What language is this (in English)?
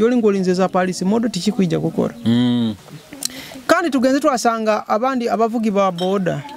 Nyoro